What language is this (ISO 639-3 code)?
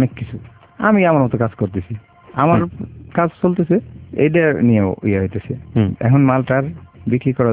ben